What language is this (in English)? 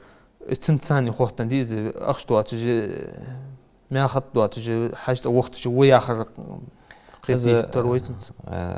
Ingush